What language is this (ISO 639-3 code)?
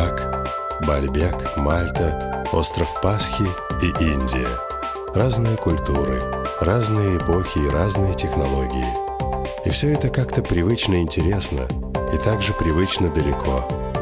rus